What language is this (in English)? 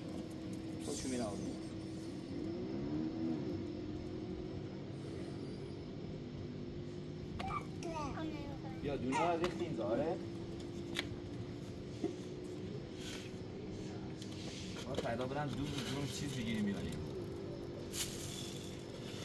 Persian